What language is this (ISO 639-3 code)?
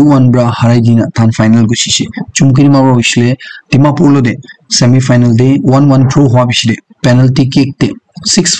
nag